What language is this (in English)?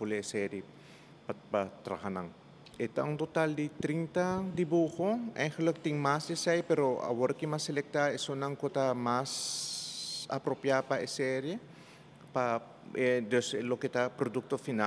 Papiamento